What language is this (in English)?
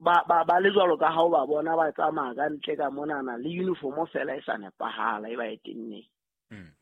Southern Sotho